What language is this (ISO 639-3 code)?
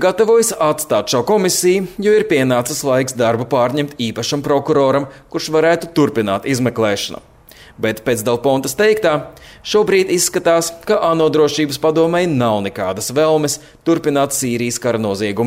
lav